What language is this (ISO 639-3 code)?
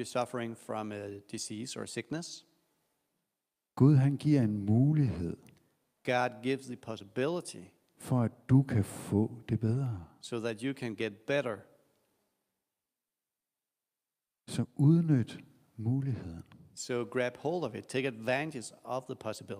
dan